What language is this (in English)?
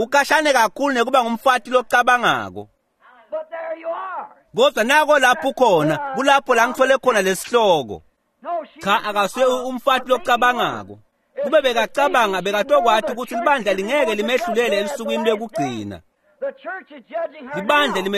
Swati